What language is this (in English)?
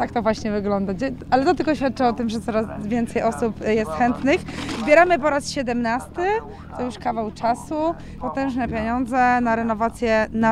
Polish